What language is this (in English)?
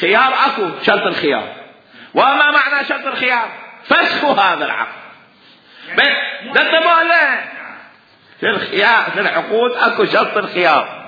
Mesopotamian Arabic